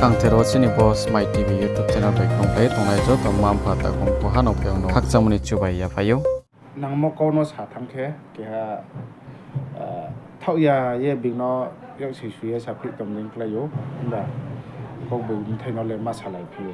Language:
Riang (India)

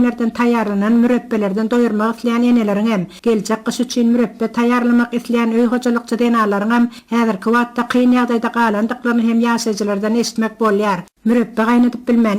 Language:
Turkmen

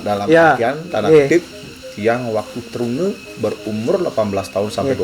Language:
Balinese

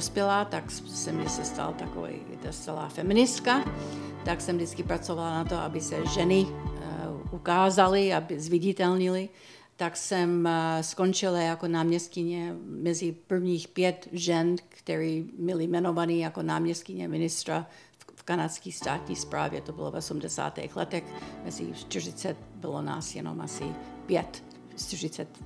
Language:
Czech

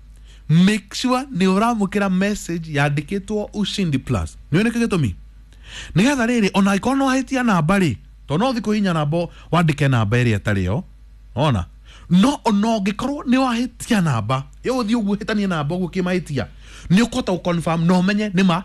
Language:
Kikuyu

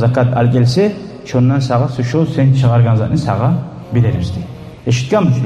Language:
Kumyk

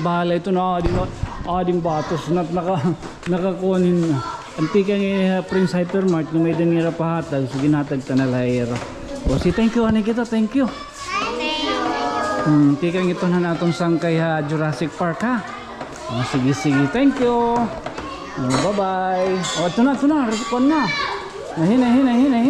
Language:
Waray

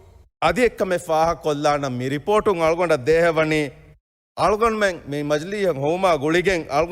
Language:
Divehi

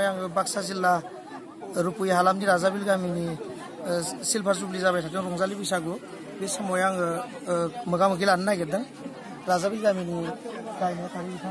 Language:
Bodo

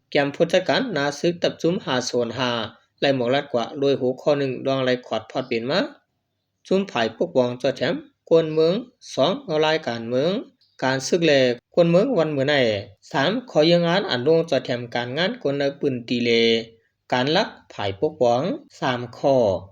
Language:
Shan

